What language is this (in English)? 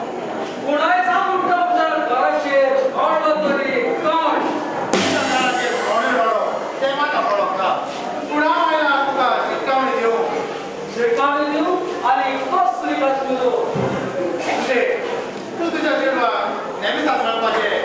Konkani